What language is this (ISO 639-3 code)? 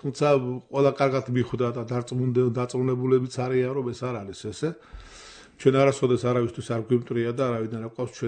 kat